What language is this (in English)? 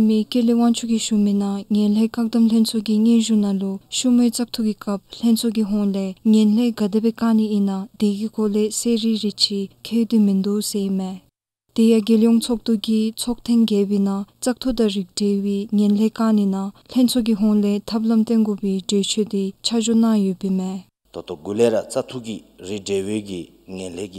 Dzongkha